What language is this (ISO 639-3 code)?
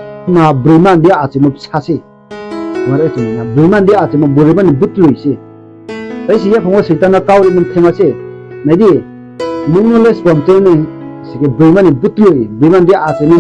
ria